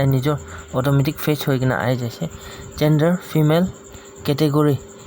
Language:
Naga Pidgin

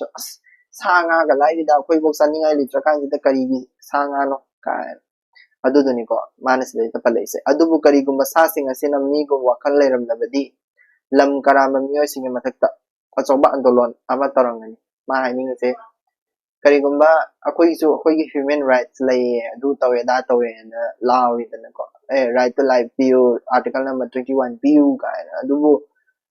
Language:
Manipuri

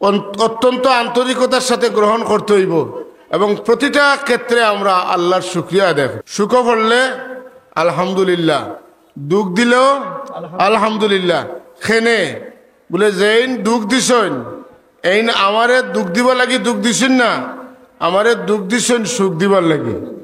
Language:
Sylheti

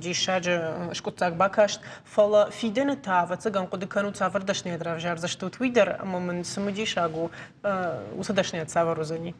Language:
Ossetic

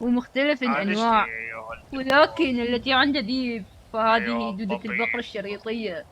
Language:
Mesopotamian Arabic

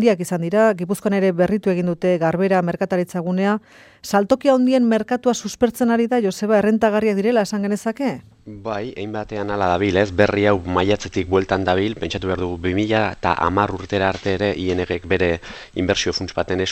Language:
Basque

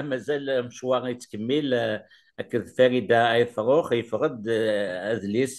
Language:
Kabyle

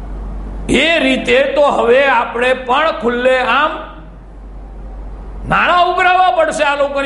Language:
Gujarati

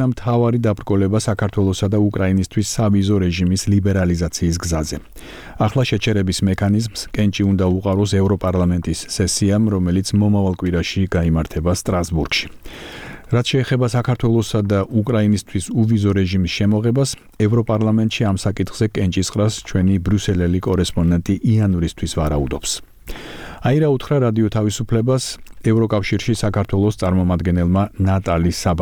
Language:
Georgian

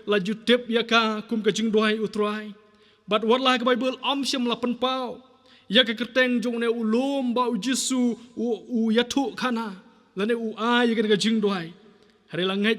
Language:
Khasi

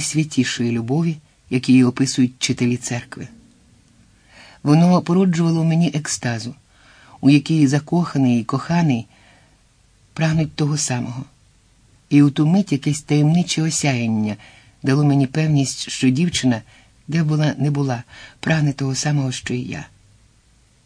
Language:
Ukrainian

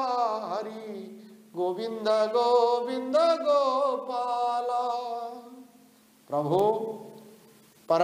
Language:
Odia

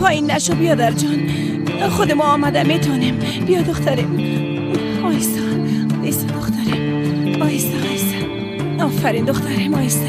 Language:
Persian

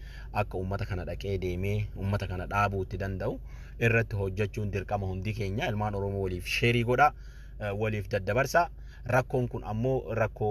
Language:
Oromo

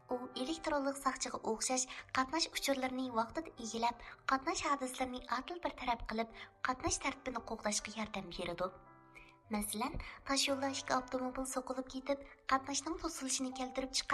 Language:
Uyghur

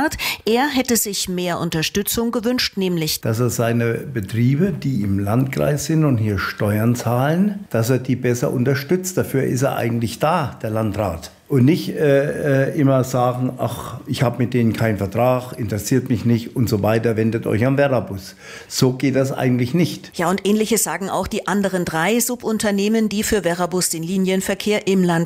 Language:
German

